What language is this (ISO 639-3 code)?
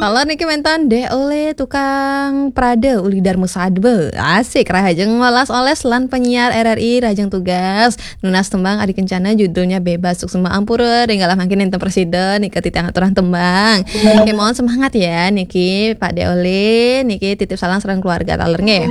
ban